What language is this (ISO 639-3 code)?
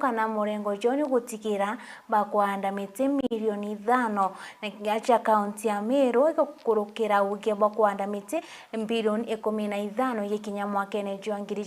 mer